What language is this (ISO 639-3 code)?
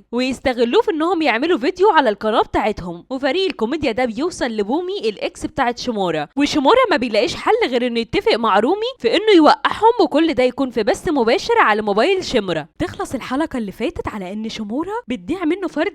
arz